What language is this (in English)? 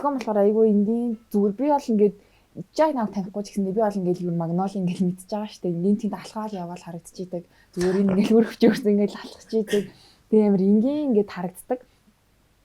Mongolian